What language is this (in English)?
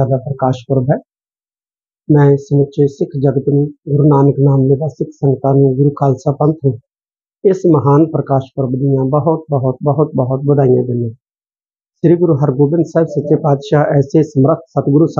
Punjabi